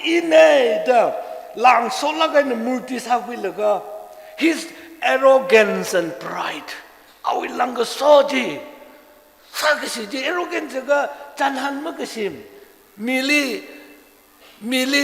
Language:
Tangkhul Naga (India)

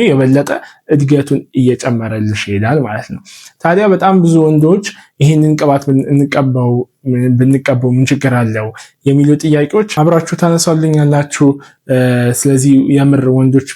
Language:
Amharic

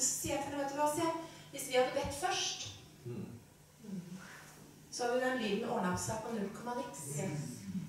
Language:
Norwegian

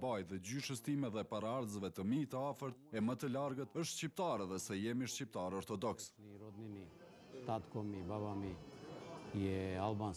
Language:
Albanian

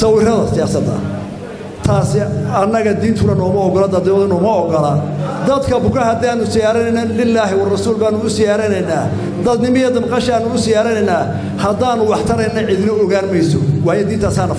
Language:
Somali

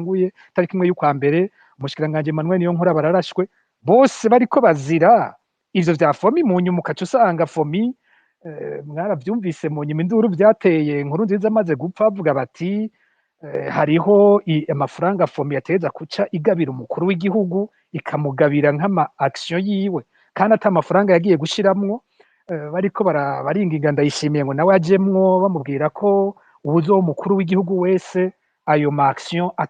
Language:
Rundi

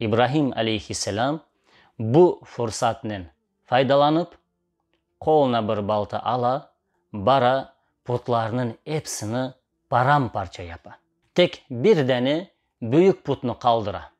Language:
Crimean Tatar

